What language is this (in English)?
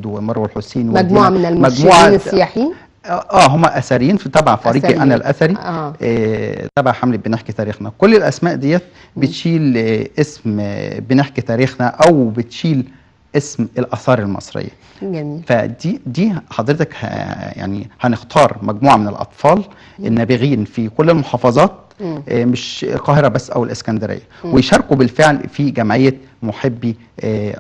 Egyptian Arabic